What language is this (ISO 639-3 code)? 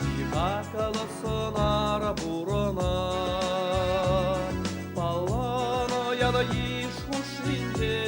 chv